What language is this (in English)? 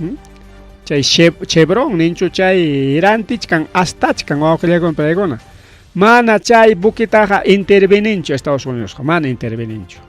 Ayacucho Quechua